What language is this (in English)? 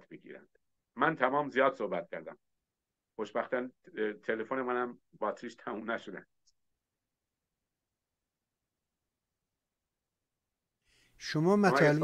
Persian